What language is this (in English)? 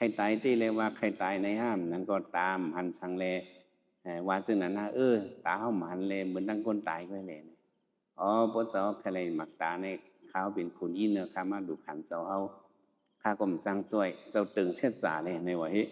Shan